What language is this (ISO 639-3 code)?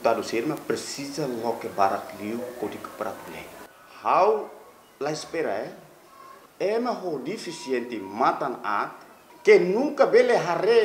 tet